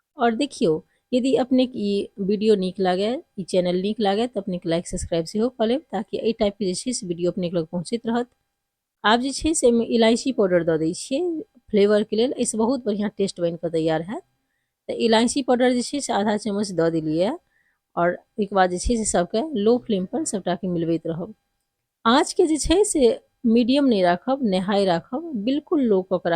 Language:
Maithili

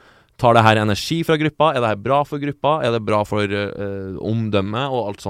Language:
Norwegian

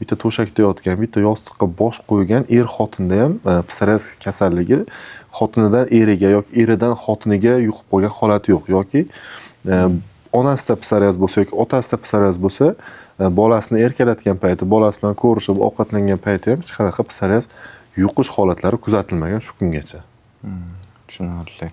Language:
Uzbek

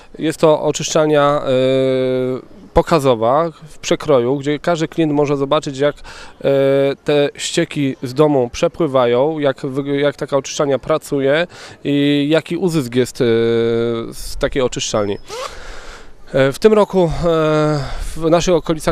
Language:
Polish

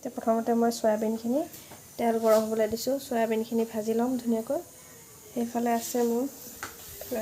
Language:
Assamese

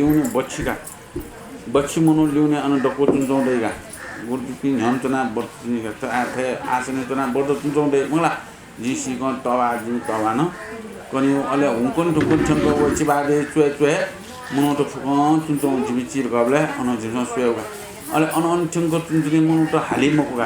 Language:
Newari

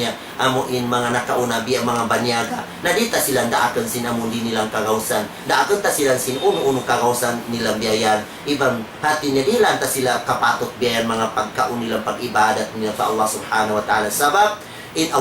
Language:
Tausug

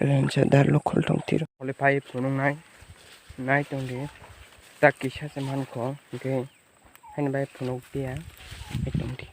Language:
Kok Borok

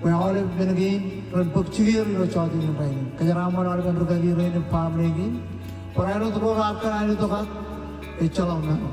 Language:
Marshallese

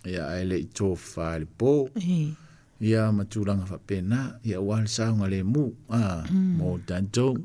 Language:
Samoan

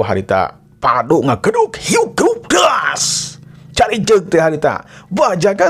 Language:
Sundanese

